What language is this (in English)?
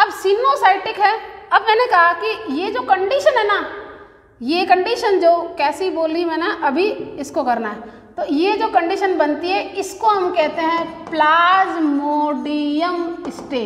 Hindi